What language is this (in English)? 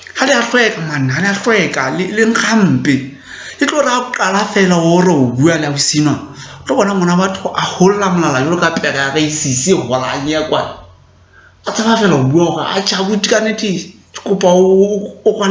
Southern Sotho